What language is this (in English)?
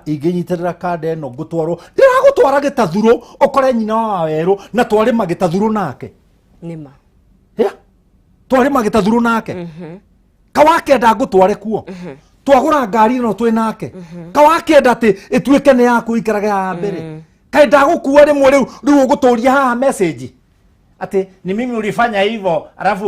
Kikuyu